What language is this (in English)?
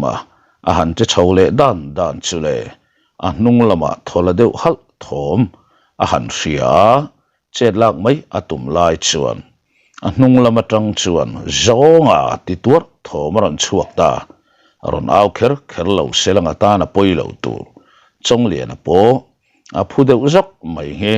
Mizo